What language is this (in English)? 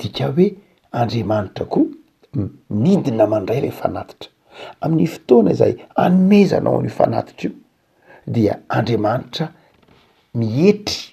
Malagasy